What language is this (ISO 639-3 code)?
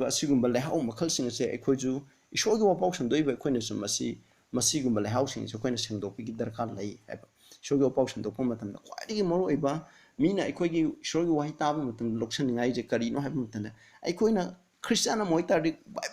mni